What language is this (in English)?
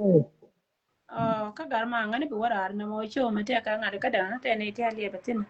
Nuer